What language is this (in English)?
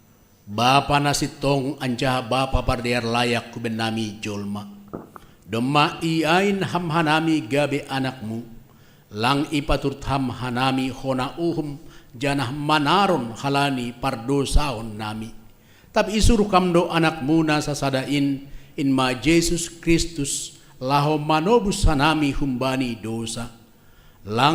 Batak Simalungun